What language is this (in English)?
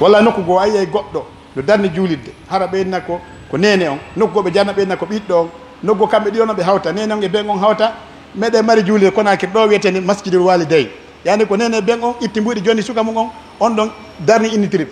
Pular